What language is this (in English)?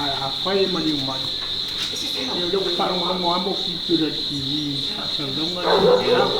Samoan